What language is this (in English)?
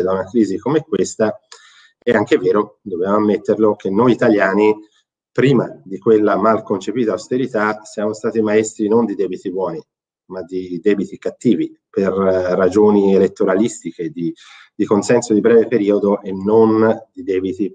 Italian